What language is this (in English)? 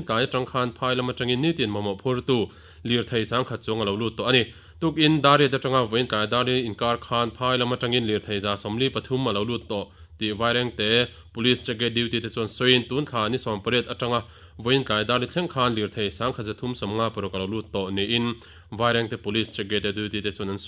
Mizo